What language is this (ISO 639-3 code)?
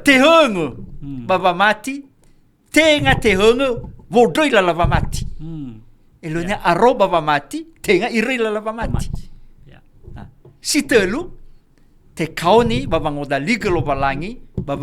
nia